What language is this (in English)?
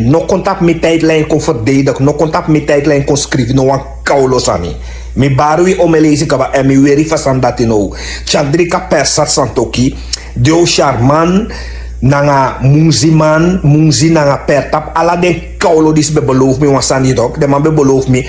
Sranan Tongo